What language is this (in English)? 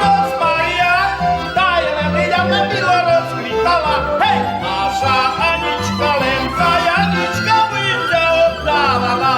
Rusyn